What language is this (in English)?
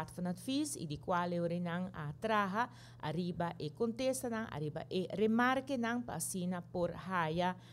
Papiamento